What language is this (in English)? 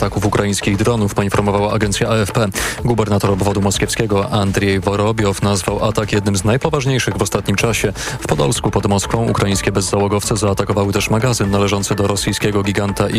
Polish